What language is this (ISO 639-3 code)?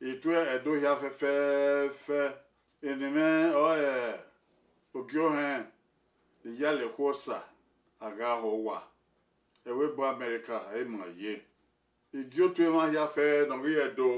bin